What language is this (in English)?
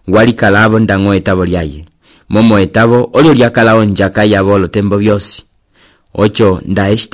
Umbundu